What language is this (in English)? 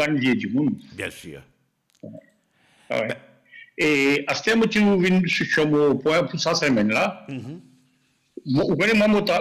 Morisyen